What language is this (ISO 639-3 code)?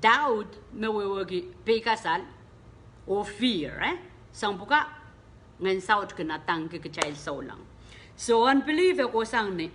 pon